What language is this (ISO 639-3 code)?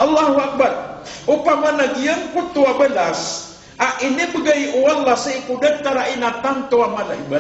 mrw